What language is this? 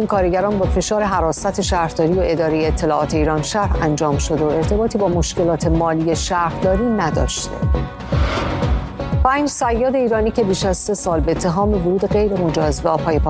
Persian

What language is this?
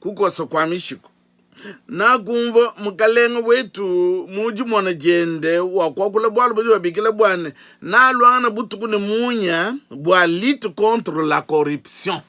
Luba-Lulua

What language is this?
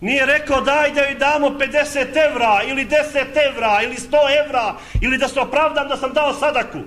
Bosnian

